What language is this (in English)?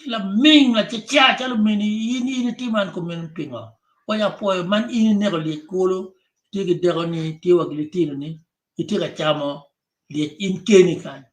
Acoli